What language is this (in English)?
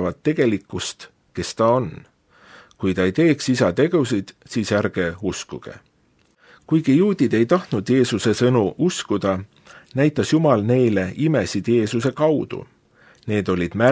Estonian